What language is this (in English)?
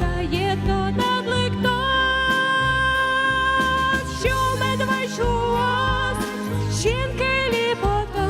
Udmurt